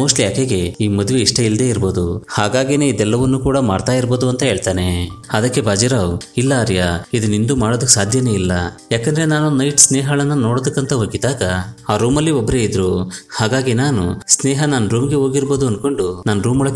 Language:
Kannada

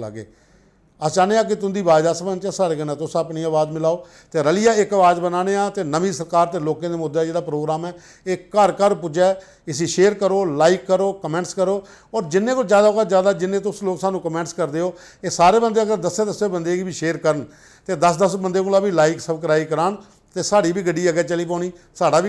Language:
Dogri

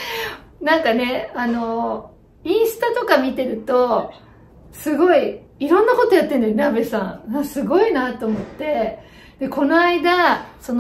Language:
Japanese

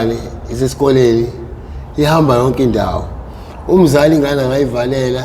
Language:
Zulu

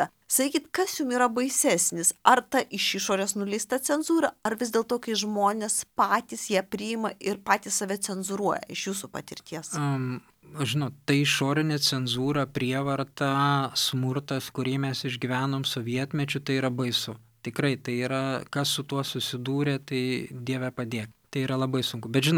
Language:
Lithuanian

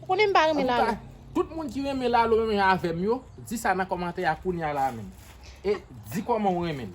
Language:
Haitian Creole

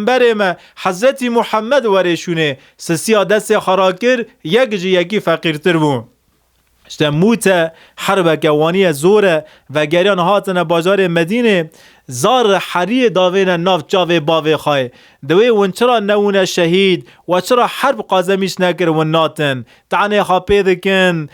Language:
Kurdish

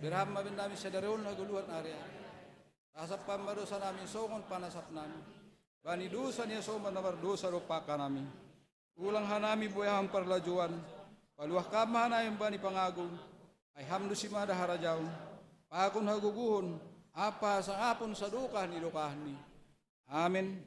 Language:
Batak Simalungun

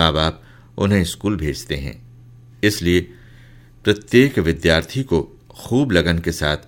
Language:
Hindi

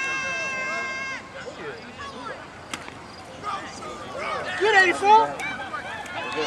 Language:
English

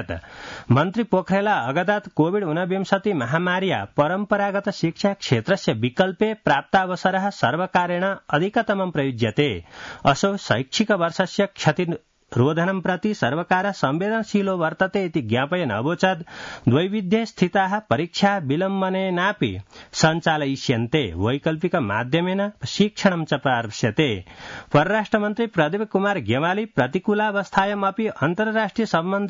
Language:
Sanskrit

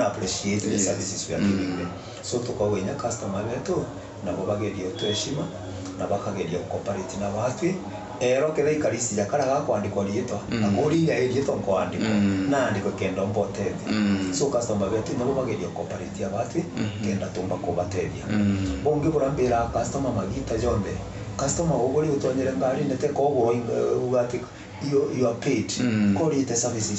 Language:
Meru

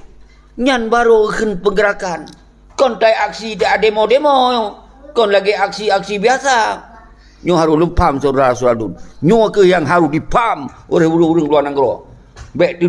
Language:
Achinese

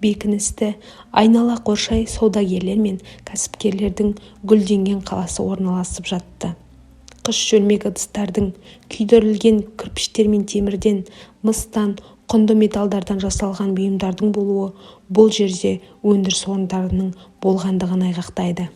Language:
Kazakh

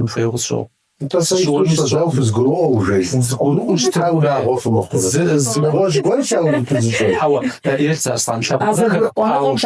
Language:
Kabardian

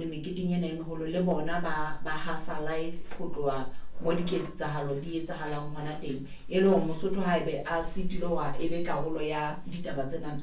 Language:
Southern Sotho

